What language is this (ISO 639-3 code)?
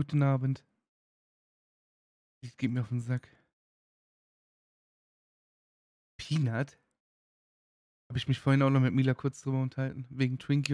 deu